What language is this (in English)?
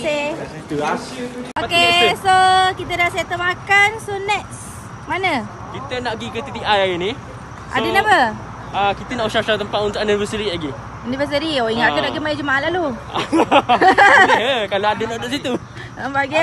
Malay